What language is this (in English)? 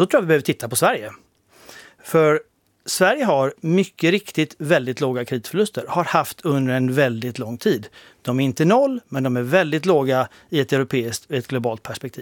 Swedish